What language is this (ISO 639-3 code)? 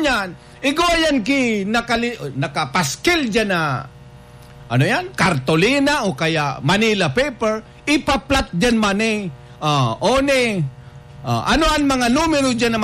bik